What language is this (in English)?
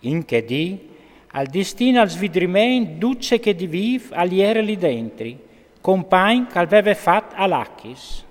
Friulian